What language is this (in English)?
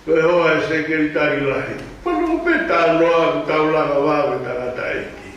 Tongan